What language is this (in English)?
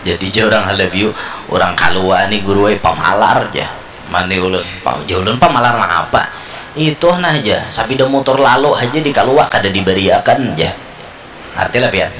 Banjar